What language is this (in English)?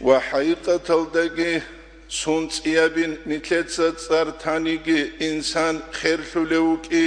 Avaric